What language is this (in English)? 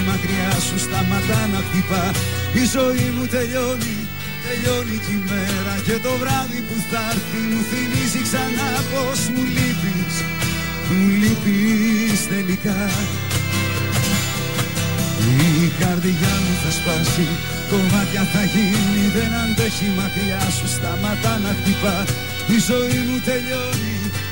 Greek